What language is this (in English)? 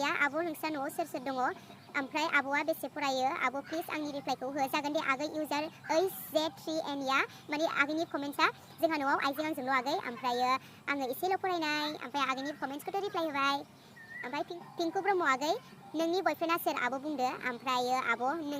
Bodo